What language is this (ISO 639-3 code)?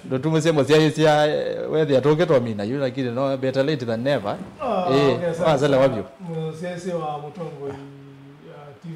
kam